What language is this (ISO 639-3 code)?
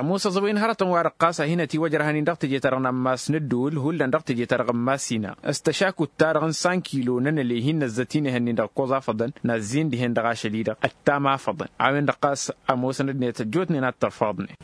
taq